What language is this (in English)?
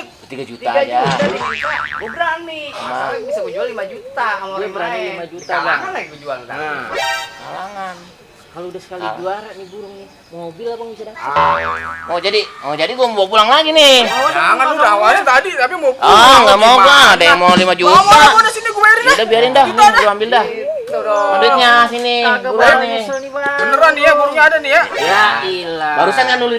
Betawi